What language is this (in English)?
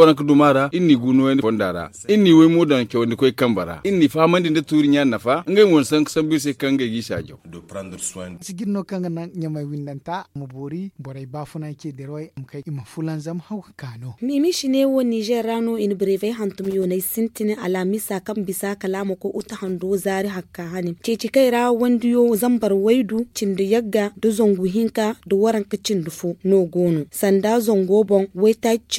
Zarma